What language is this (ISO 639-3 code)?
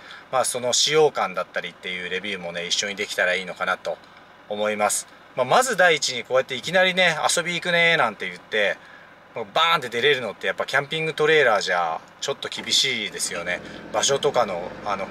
jpn